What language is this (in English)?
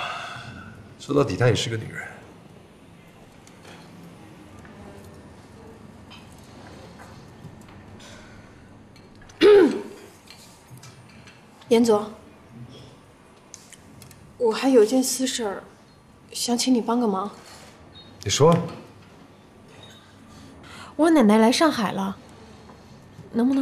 Chinese